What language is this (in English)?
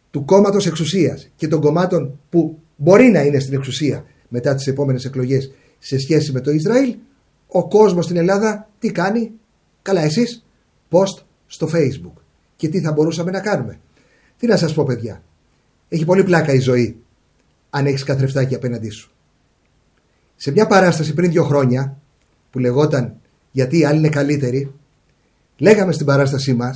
Greek